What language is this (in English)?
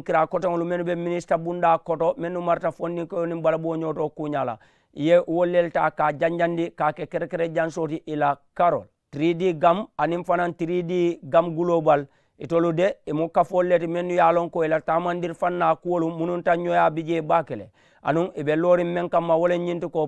Mandingo